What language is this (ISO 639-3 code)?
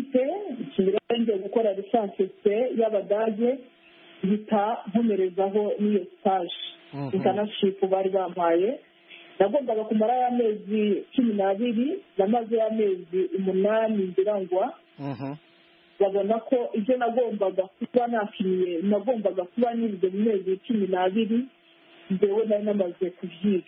kin